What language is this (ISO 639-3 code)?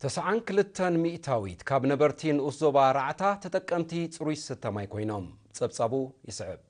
tir